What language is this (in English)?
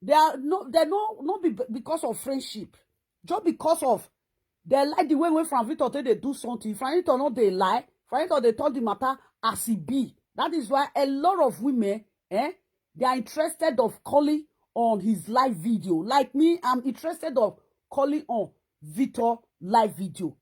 Nigerian Pidgin